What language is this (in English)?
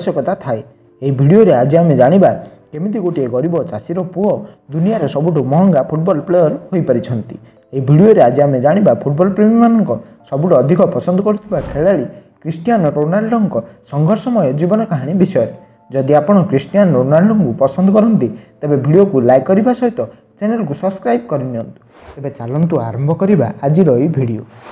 Odia